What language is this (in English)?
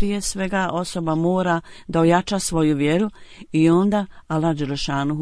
Bosnian